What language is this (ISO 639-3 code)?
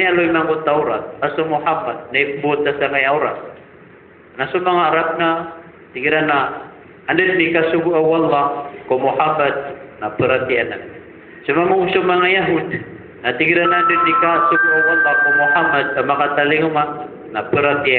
mrw